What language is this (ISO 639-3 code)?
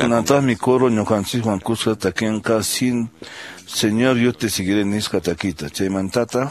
que